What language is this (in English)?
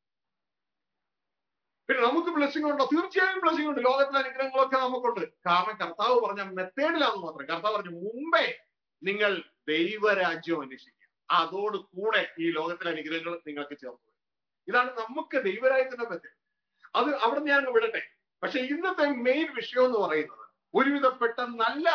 Malayalam